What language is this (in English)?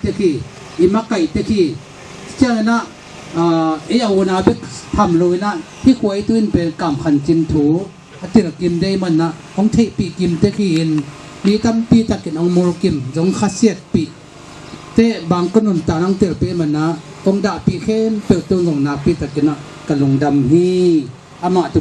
Tedim Chin